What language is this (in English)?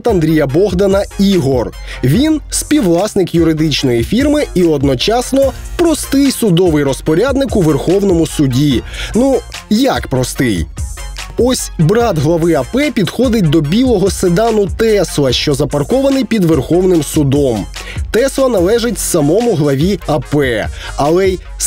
Ukrainian